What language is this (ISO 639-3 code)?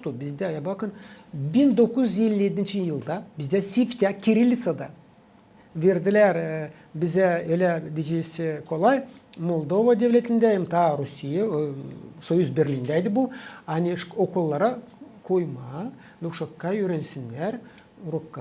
gag